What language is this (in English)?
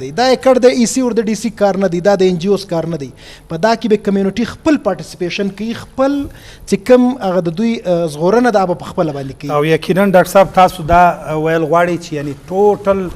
Eastern Balochi